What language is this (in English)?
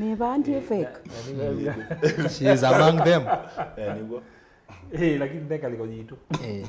Kamba